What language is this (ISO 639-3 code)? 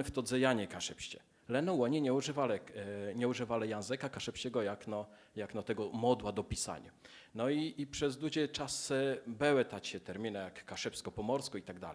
csb